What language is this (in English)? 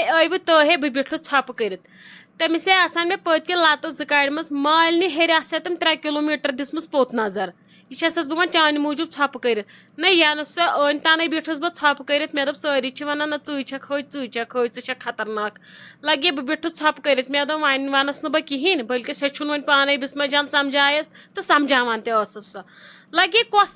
Kashmiri